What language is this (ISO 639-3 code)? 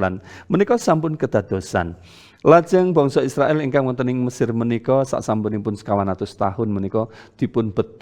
jav